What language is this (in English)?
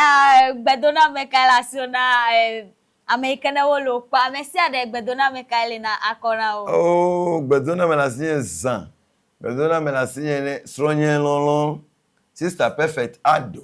Ewe